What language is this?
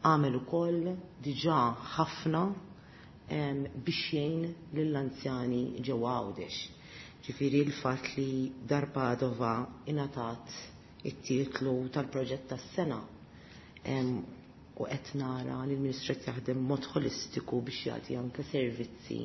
Maltese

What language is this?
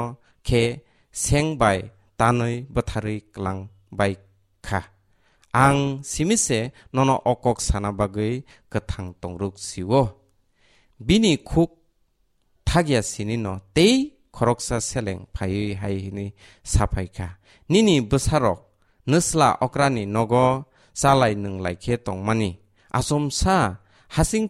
Kok Borok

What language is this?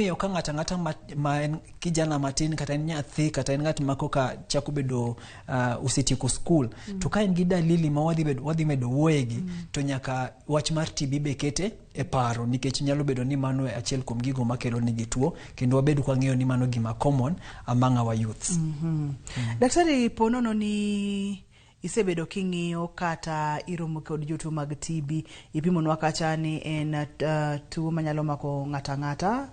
Luo (Kenya and Tanzania)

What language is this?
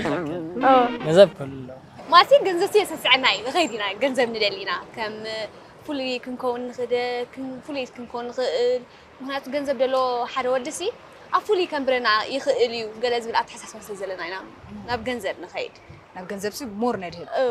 Tigrinya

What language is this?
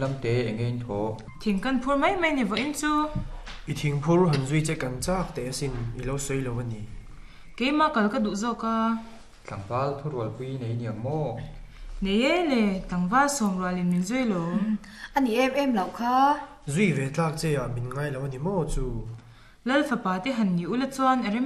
Mizo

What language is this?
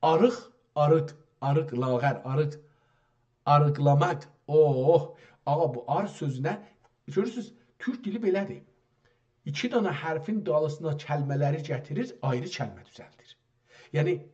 South Azerbaijani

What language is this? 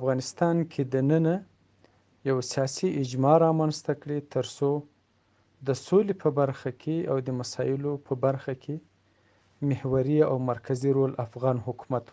Pashto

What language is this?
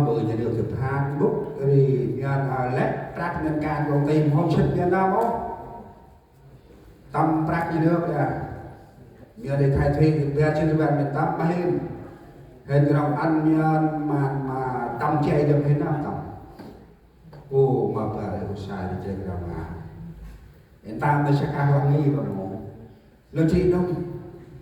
Central Mnong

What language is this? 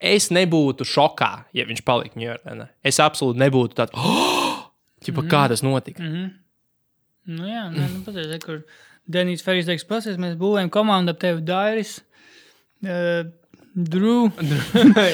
Latvian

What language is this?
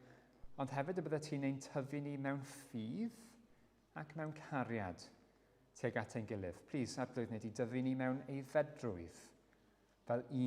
Welsh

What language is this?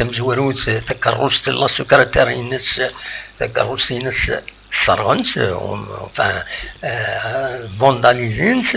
Kabyle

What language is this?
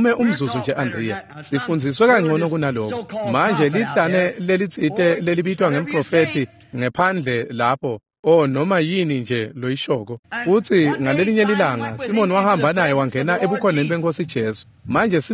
Swati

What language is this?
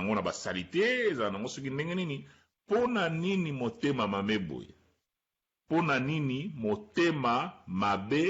Lingala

